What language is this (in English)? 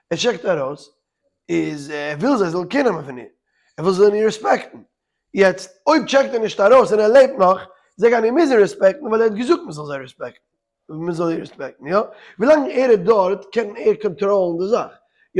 Yiddish